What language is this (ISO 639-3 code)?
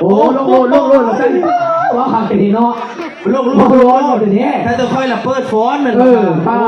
tts